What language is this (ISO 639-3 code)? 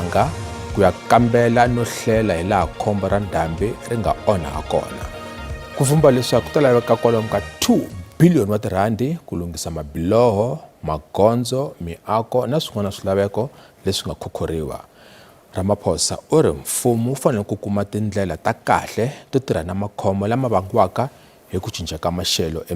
tso